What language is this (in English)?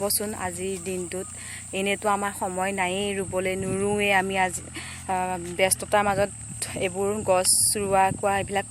Assamese